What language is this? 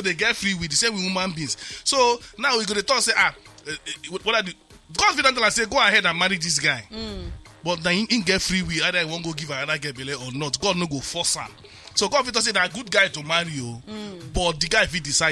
Nigerian Pidgin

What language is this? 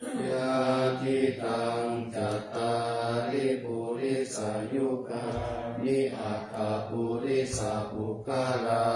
Pali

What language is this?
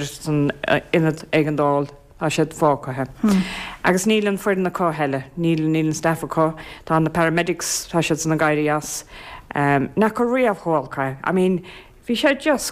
Irish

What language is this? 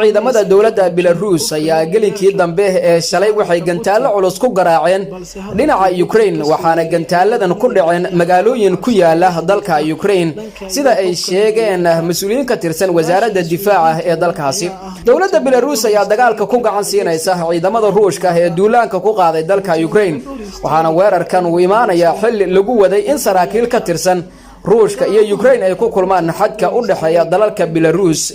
Somali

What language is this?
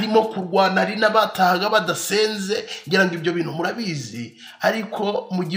Kinyarwanda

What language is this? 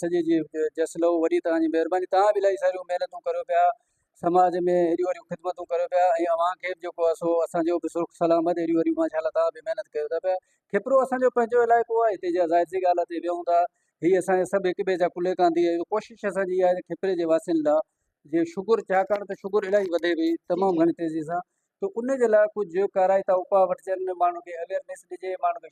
Sindhi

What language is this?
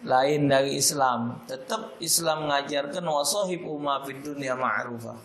Musi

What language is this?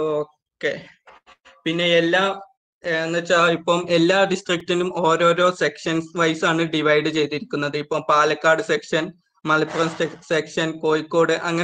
Malayalam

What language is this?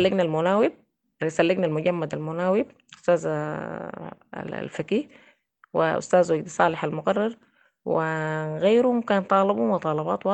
Sudanese Arabic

